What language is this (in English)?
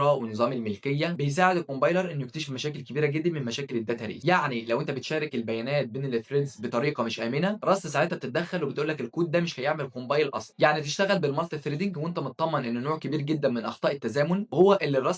Egyptian Arabic